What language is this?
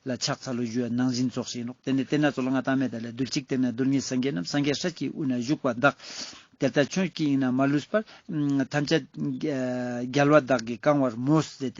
Ladakhi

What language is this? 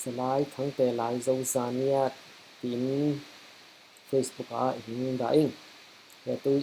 Falam Chin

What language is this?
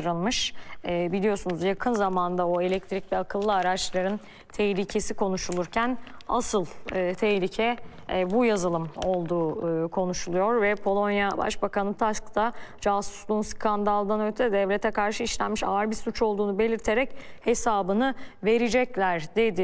Turkish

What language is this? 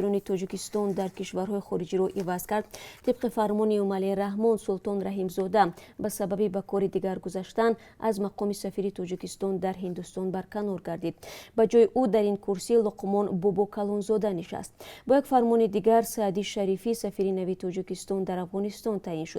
Tajik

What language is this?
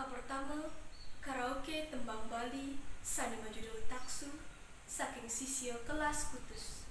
Balinese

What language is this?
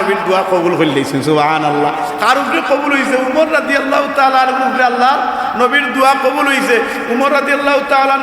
Sylheti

